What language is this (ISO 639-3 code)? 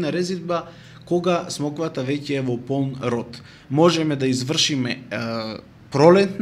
mkd